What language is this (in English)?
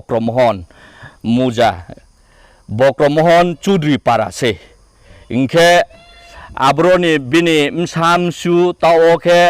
Riang (India)